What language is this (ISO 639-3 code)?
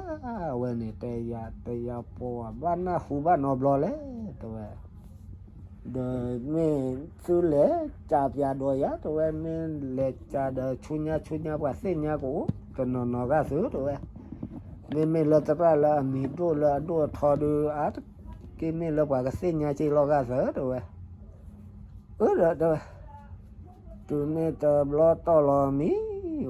ksw